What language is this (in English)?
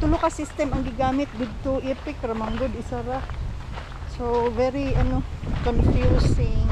Cebuano